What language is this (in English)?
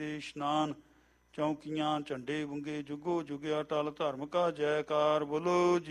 Punjabi